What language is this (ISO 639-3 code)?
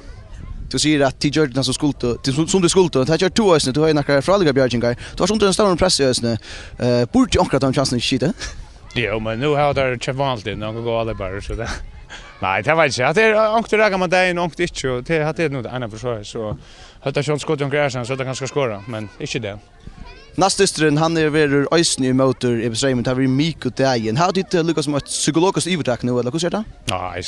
fao